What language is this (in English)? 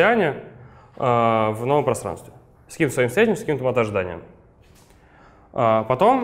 Russian